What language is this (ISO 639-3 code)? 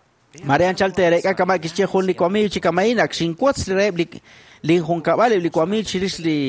kek